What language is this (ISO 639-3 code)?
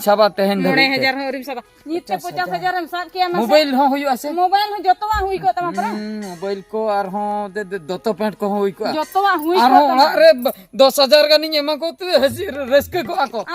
sat